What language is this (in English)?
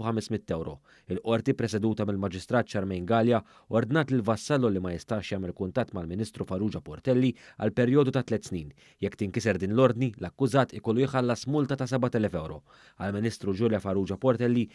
Maltese